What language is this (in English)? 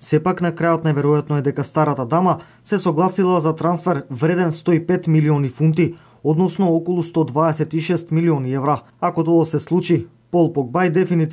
Macedonian